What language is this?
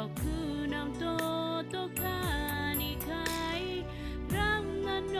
Gilbertese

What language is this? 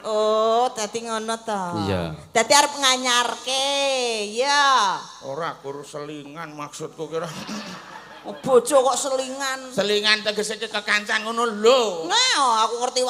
Javanese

